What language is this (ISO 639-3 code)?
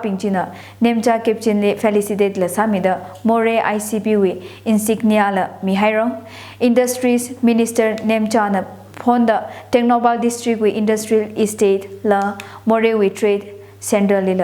nmf